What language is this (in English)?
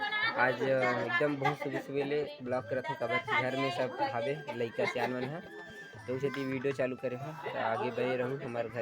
Chhattisgarhi